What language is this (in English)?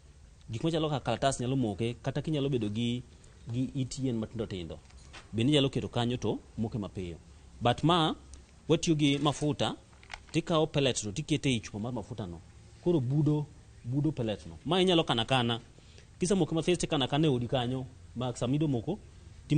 Luo (Kenya and Tanzania)